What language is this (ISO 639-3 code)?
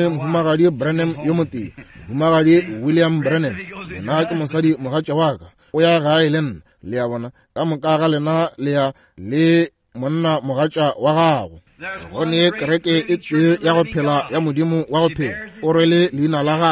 nso